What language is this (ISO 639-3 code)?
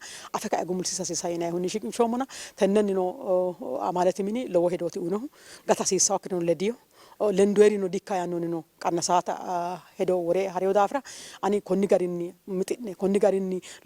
sid